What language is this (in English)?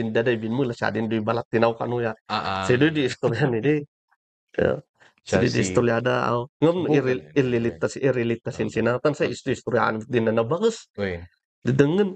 Kankanaey